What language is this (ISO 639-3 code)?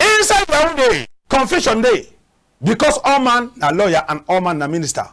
wes